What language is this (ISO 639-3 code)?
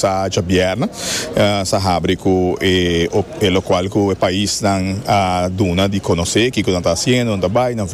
pap